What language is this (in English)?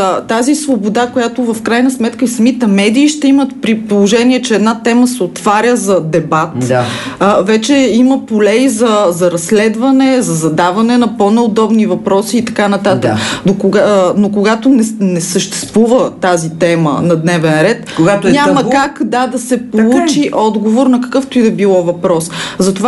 Bulgarian